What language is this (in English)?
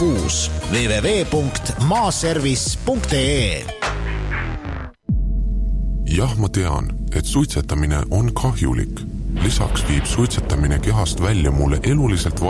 Estonian